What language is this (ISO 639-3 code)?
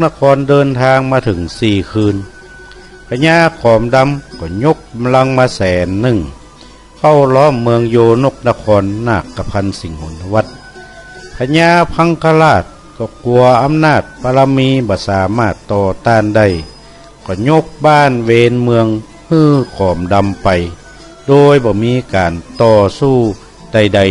nod